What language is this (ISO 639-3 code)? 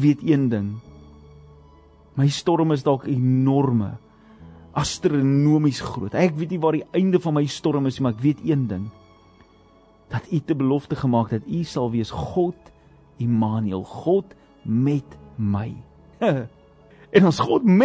afr